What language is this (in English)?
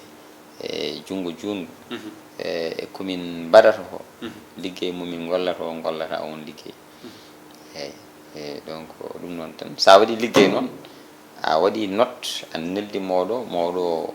Fula